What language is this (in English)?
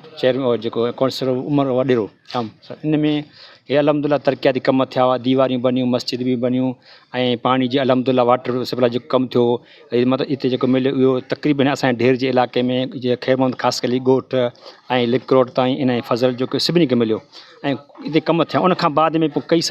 Sindhi